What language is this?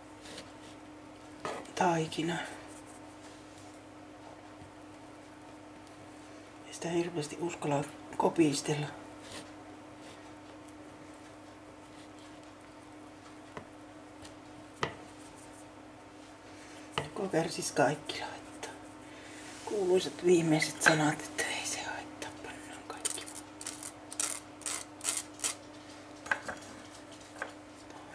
Finnish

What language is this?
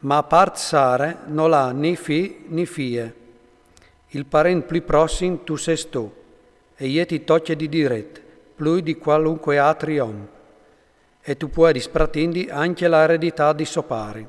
Friulian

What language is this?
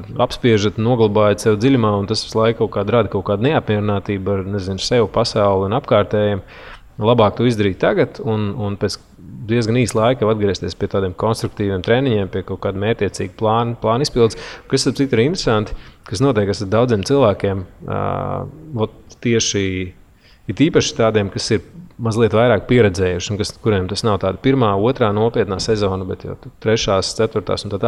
Latvian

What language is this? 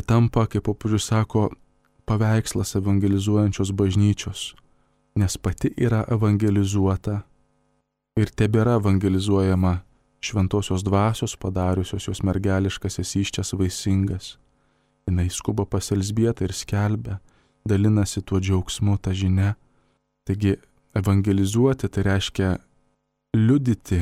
Lithuanian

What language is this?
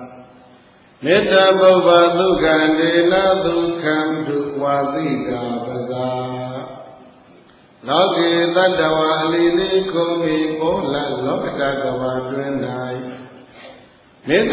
Burmese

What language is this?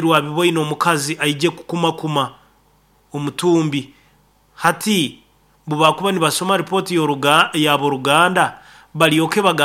Nyoro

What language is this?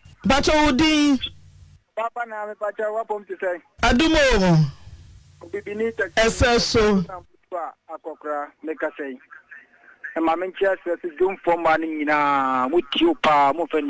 Akan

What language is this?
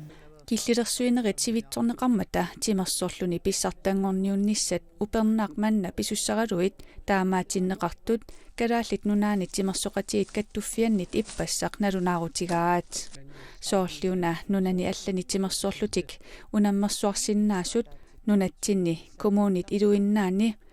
Kalaallisut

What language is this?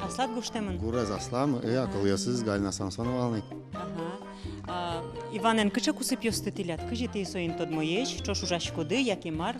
Udmurt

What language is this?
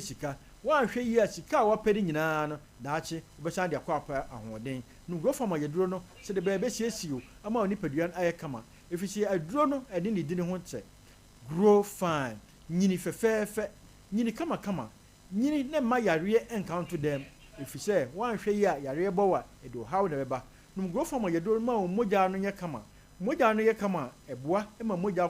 Akan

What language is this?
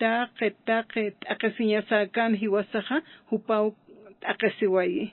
Aymara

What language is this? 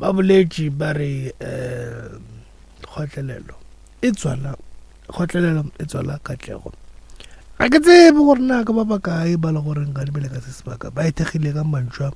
Northern Sotho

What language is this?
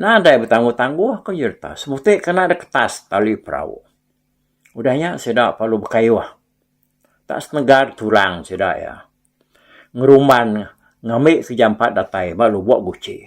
Iban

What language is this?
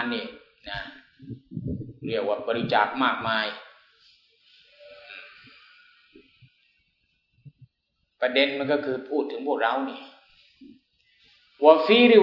Thai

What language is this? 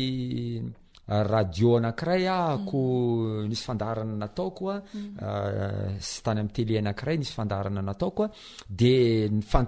Malagasy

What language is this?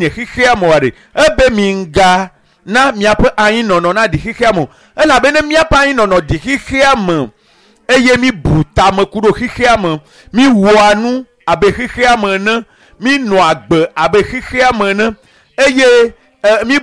Ewe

